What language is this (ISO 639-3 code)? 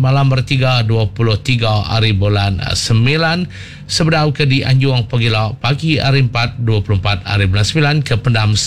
iba